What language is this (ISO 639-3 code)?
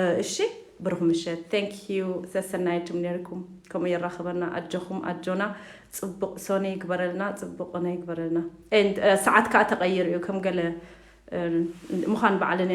tir